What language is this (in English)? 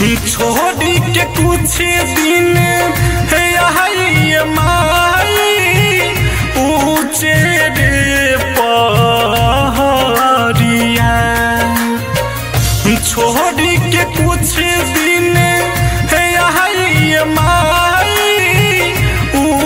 Bhojpuri